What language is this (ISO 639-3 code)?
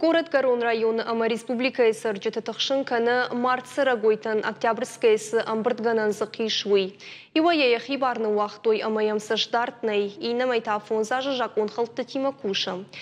oss